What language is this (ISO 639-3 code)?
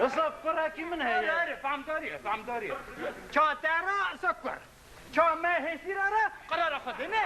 kur